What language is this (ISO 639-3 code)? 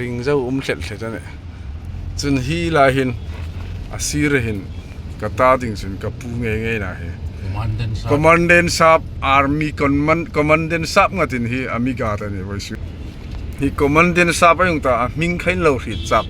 hmr